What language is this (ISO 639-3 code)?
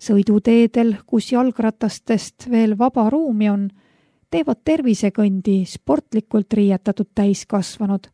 est